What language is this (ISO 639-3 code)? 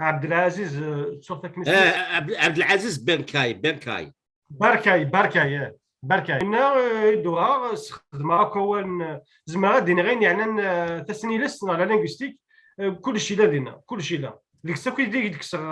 kab